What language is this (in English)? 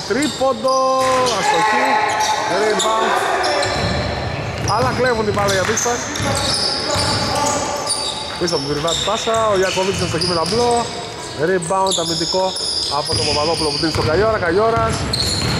Greek